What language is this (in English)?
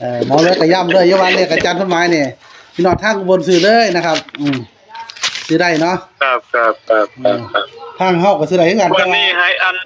Northeastern Thai